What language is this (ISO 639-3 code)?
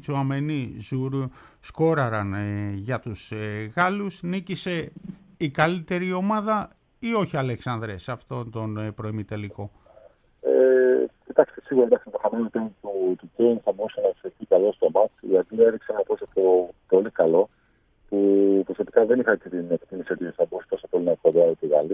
ell